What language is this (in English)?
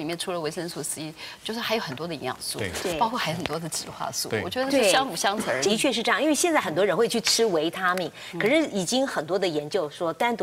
Chinese